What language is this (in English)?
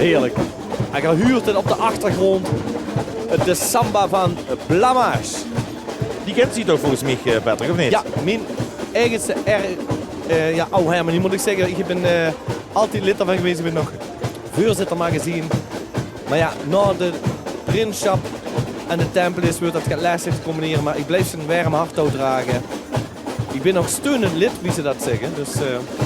Limburgish